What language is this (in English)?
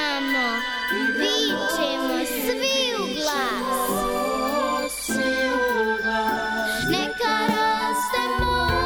Serbian